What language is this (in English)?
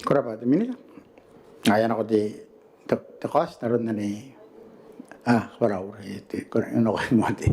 Gilbertese